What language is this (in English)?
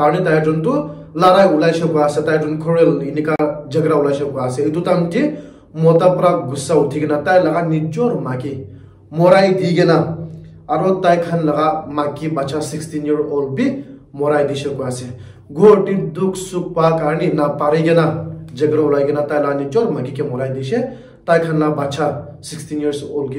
Naga Pidgin